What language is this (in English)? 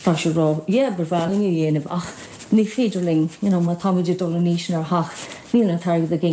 Irish